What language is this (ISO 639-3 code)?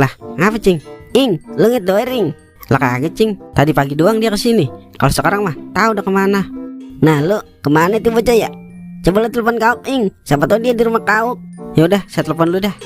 bew